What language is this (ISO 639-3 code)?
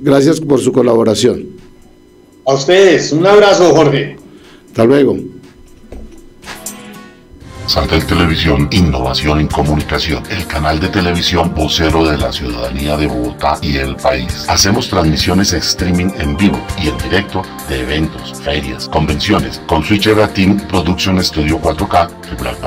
spa